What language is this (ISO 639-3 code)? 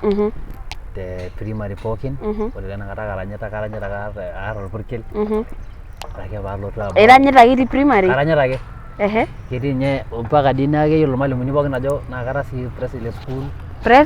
mas